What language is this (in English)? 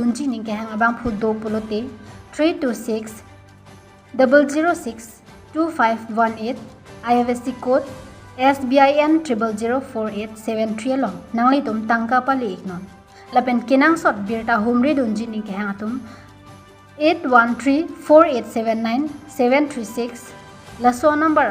Karbi